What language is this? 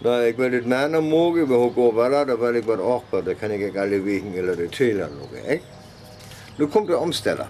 Northern Frisian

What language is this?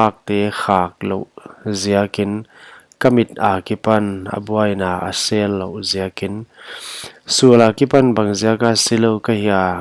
Paite Chin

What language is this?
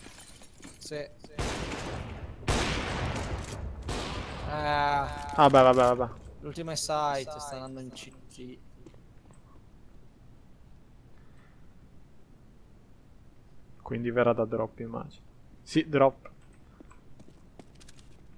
Italian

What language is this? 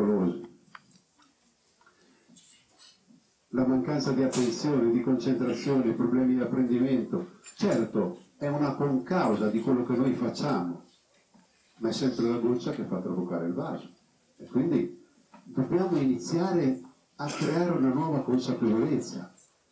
Italian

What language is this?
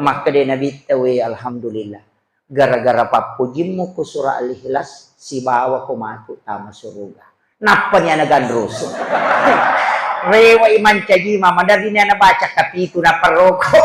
Buginese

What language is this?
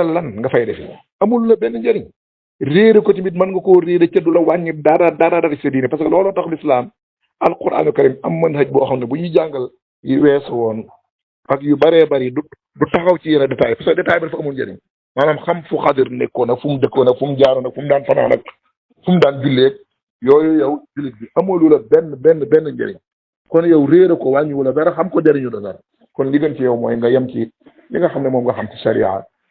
Wolof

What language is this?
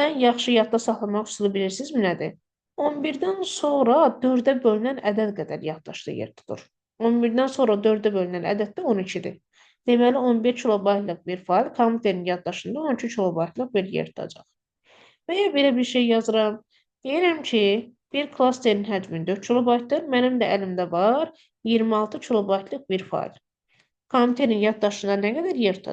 Azerbaijani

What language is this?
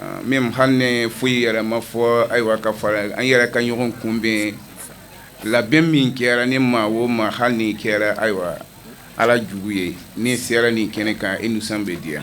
Bambara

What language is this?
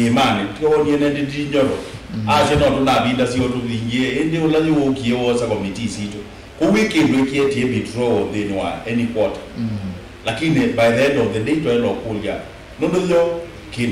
Kamba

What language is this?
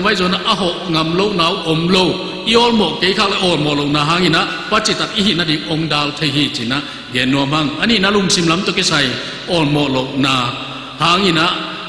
Tedim Chin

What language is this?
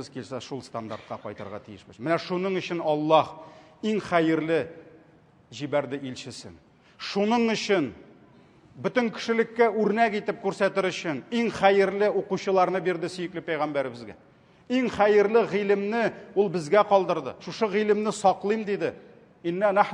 Tatar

